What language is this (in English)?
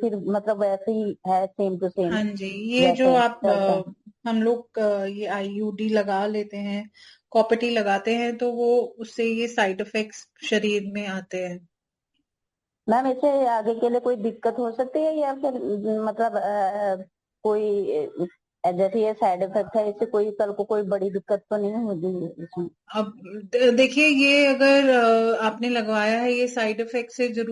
Hindi